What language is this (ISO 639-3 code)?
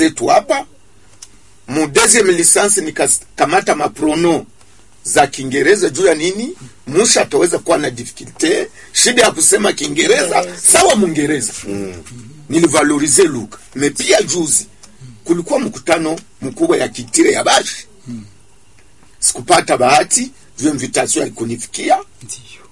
swa